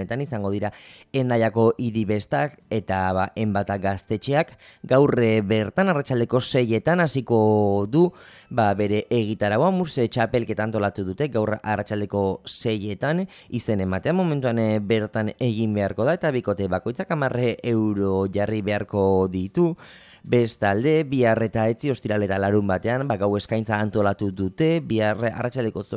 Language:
Basque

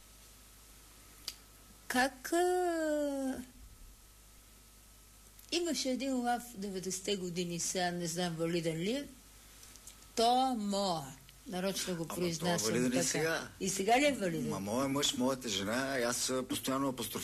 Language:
Bulgarian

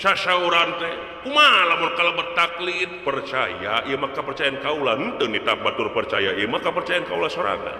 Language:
Sundanese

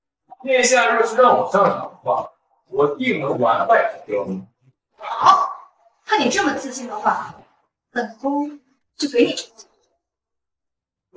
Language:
Chinese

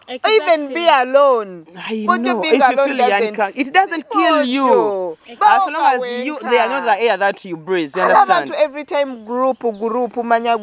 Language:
Nyoro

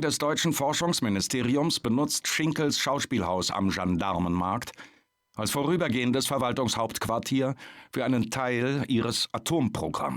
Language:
Bavarian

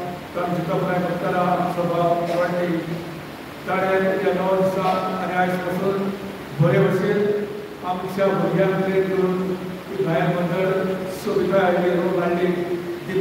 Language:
Konkani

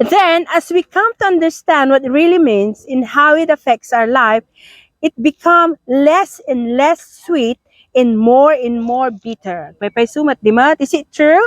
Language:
Iloko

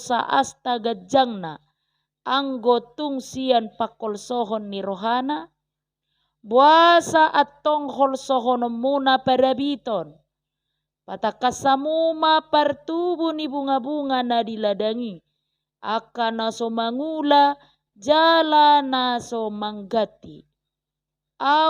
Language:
Batak Toba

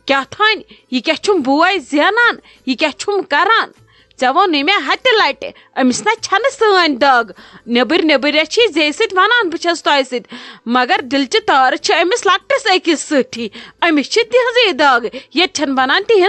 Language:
Kashmiri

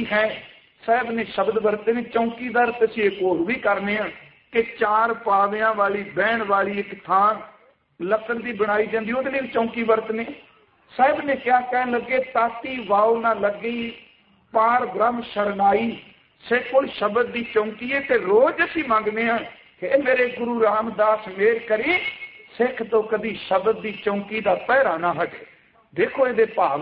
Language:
Punjabi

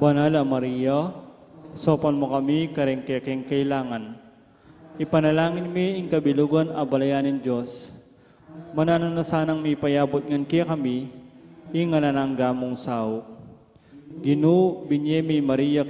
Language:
Pampanga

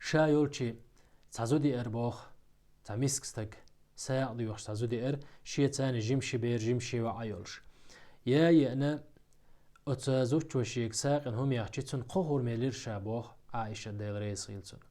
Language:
Chechen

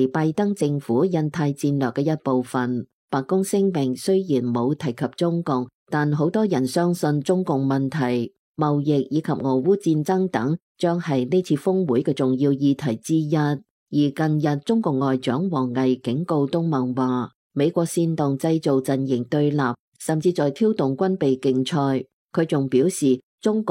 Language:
Cantonese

